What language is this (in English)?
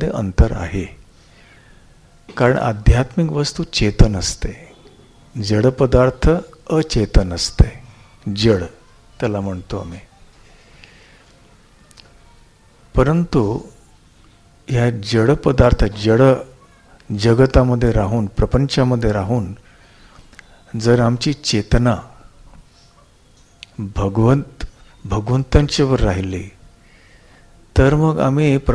Marathi